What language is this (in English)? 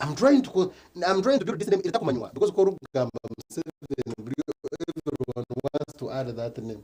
Nyankole